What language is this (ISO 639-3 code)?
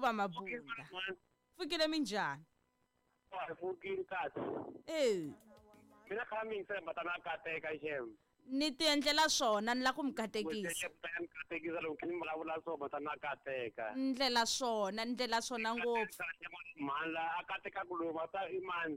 tso